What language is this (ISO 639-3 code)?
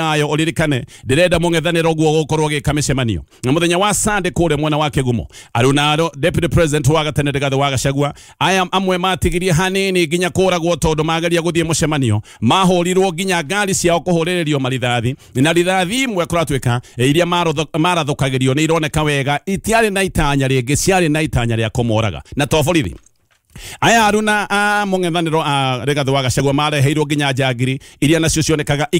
kik